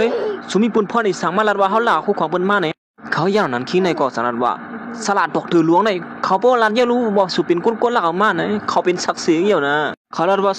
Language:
Shan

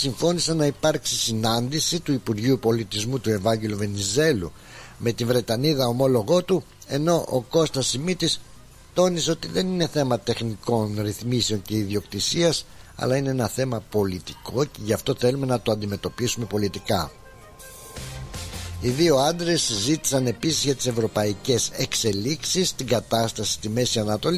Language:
Greek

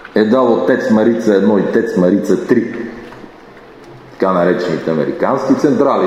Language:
Bulgarian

